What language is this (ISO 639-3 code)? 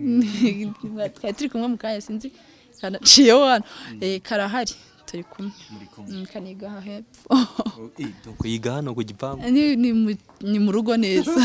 kin